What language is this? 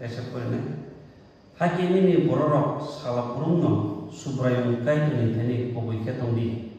Kok Borok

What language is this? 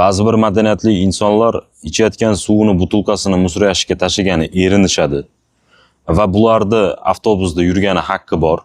Uzbek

